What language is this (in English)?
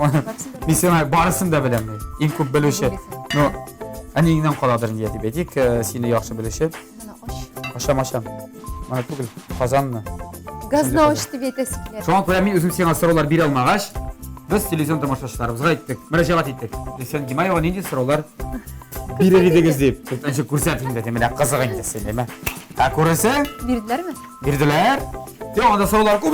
Tatar